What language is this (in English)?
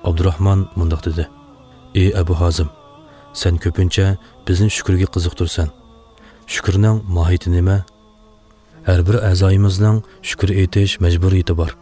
Uyghur